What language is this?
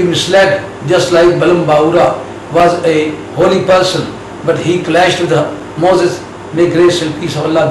English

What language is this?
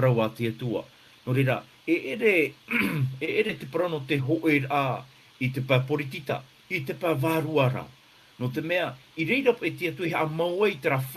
Tahitian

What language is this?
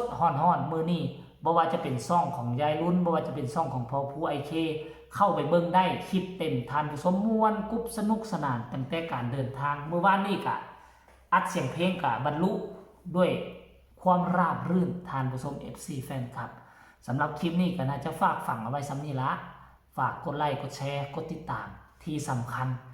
Northeastern Thai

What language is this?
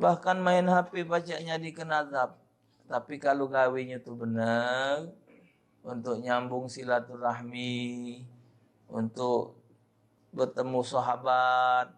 Musi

